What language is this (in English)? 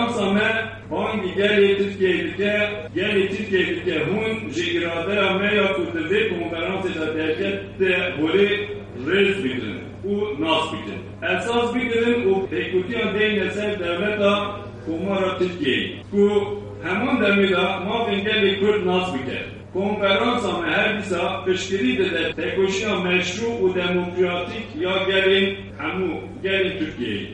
Kurdish